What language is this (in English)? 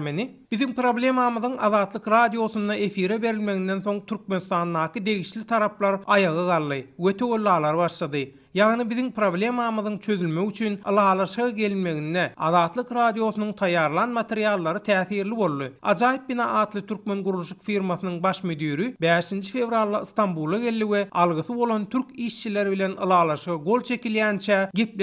Turkmen